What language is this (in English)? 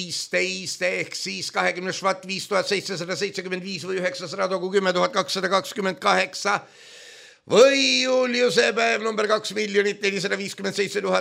Estonian